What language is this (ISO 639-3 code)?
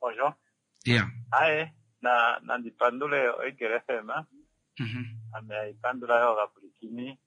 kua